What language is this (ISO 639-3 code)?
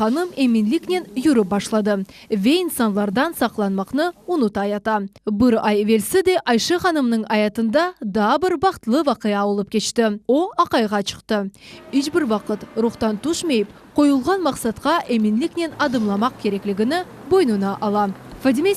crh